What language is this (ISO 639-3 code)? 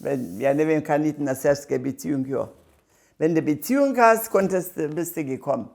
hsb